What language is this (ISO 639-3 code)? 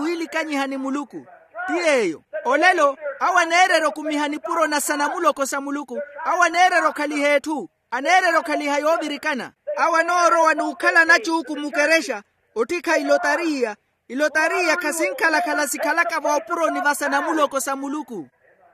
vmw